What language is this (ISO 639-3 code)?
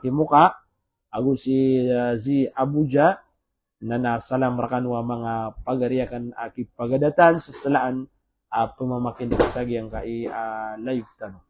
mrw